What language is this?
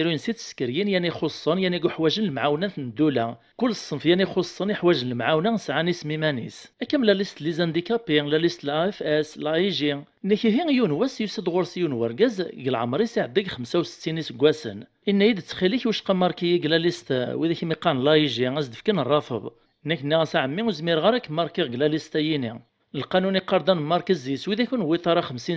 Kabyle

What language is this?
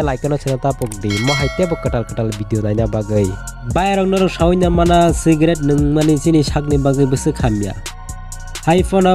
Kok Borok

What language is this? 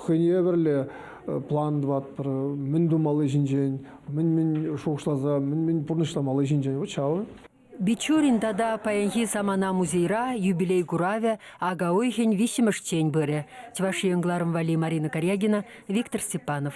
Chuvash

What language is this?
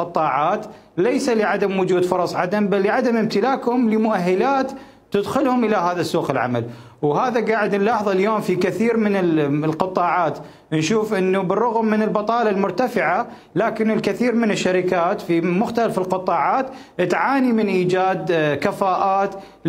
Mesopotamian Arabic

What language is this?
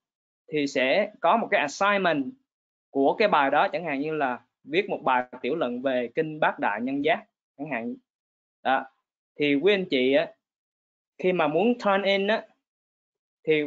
Vietnamese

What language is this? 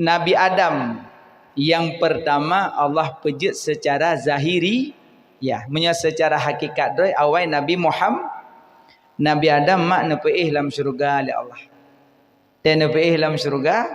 Achinese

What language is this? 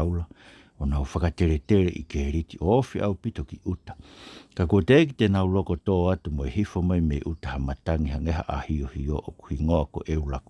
Tongan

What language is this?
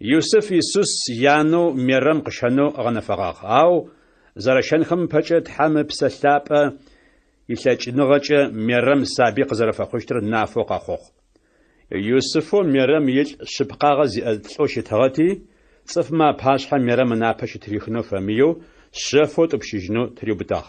Adyghe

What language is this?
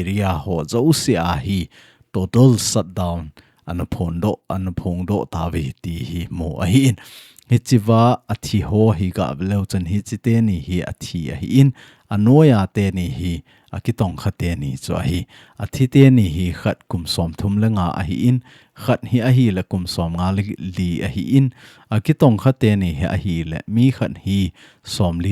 Thado Chin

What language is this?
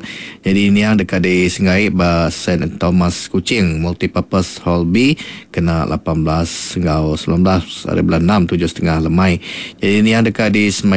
Iban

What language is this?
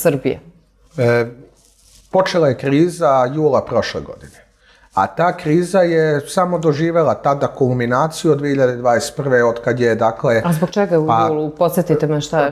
Serbian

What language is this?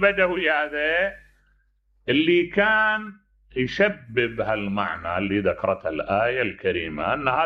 Mesopotamian Arabic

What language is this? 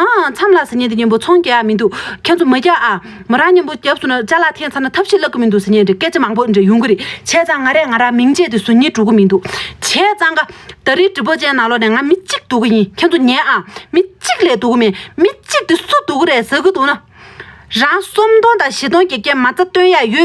Tibetan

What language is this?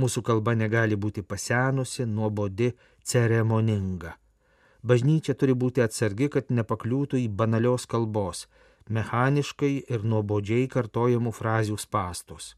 Lithuanian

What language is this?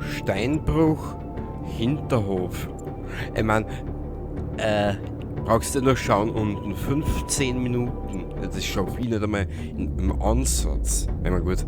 Bavarian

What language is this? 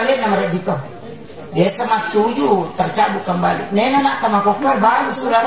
Buginese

